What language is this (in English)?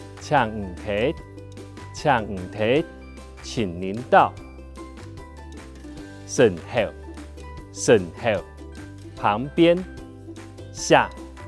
Hakka Chinese